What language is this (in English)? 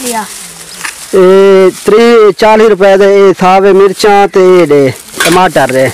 Saraiki